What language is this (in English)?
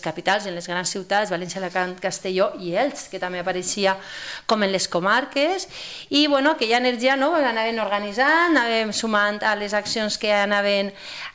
Catalan